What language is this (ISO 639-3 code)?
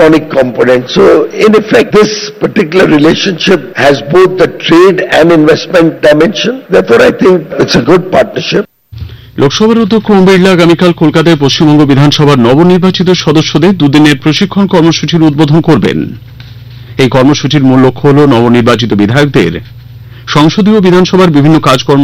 ben